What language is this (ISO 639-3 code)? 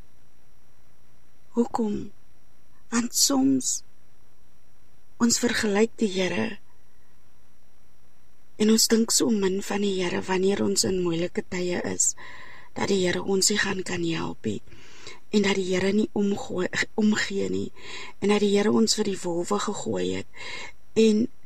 afr